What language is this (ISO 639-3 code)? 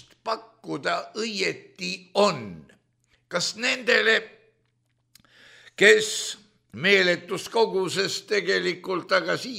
est